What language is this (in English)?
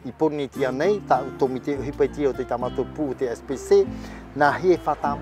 Tahitian